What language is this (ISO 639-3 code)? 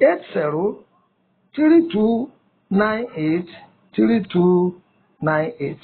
yor